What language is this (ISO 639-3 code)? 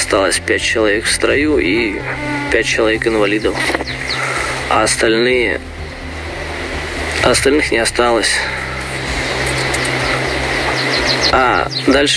rus